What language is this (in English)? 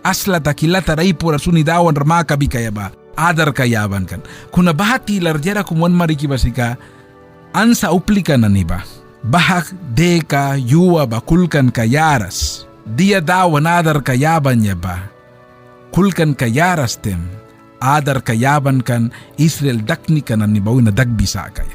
Mískito